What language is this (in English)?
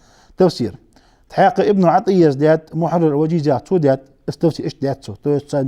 Ingush